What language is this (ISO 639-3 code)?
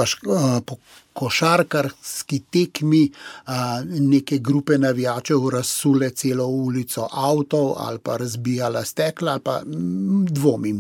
slv